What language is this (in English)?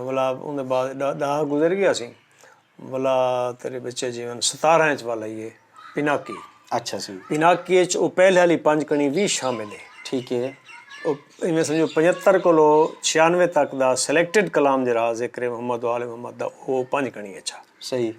Saraiki